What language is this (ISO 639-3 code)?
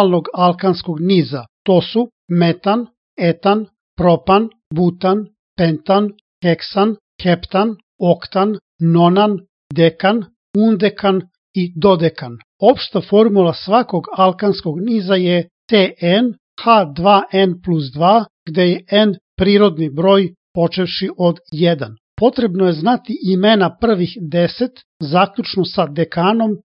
srp